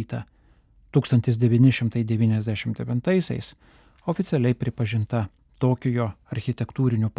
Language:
Lithuanian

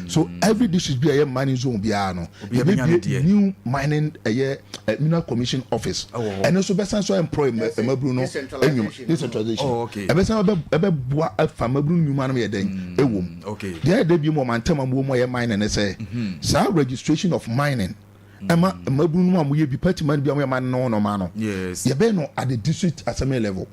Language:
Akan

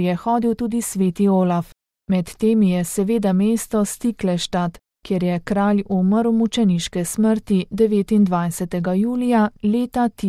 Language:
Slovenian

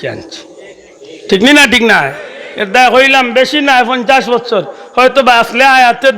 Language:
Sylheti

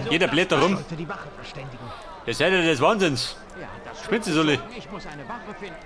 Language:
Bavarian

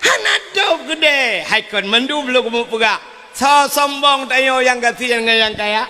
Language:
Achinese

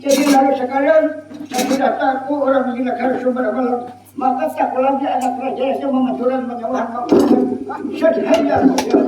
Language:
Banjar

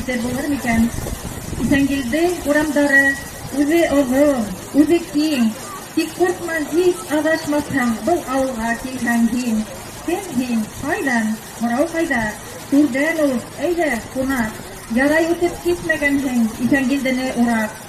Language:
Bashkir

